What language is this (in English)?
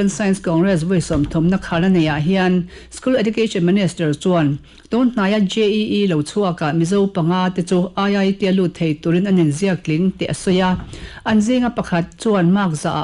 Mizo